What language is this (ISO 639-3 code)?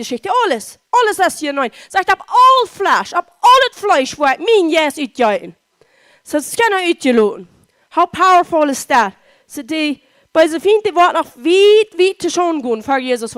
pdt